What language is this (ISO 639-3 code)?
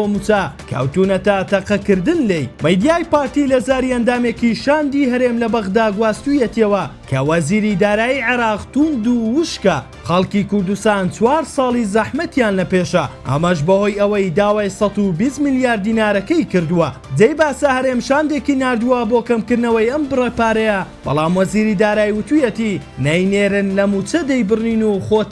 ckb